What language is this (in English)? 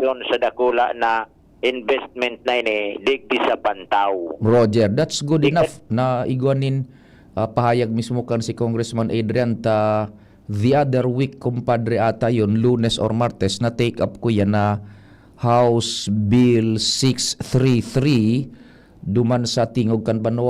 Bikol